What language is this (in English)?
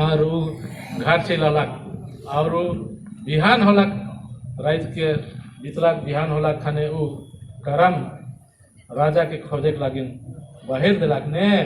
Sadri